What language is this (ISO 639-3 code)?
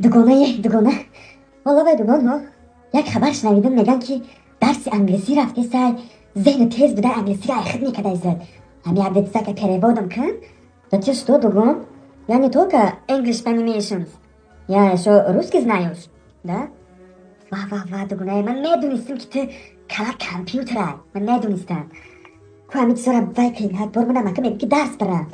tgk